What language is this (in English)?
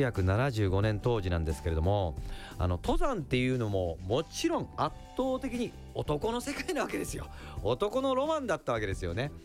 Japanese